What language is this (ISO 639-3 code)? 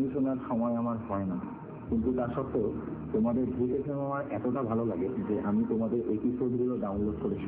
ben